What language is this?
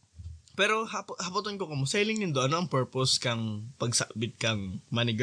Bikol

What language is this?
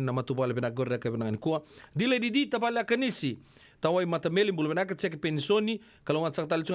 Fijian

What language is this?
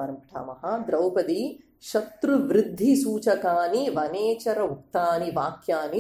Sanskrit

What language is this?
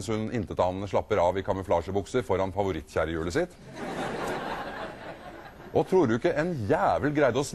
Norwegian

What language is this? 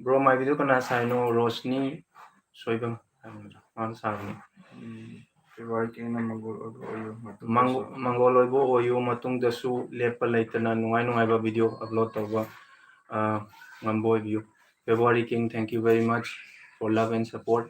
Manipuri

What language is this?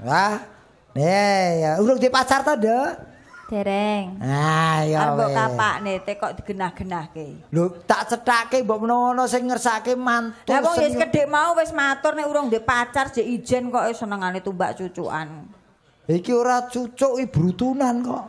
Javanese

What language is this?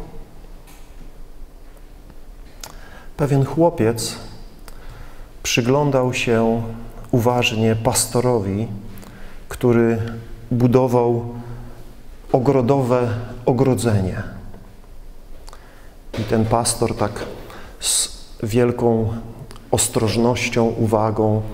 Polish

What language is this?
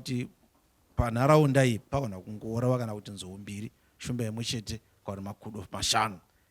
Shona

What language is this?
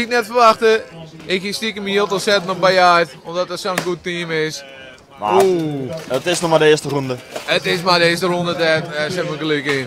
Western Frisian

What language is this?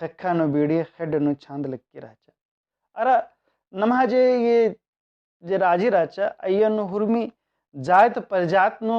Kurukh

